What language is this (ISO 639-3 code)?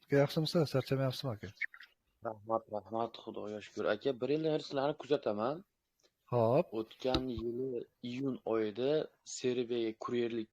uzb